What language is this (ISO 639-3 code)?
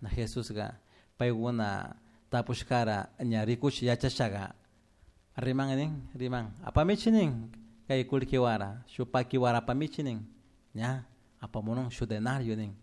qug